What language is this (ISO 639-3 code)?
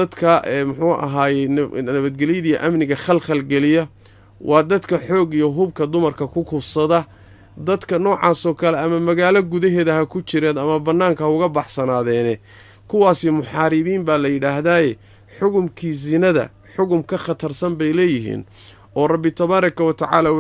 som